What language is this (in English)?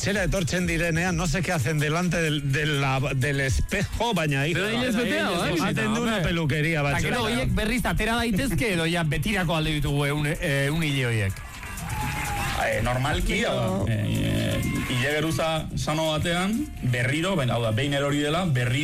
Basque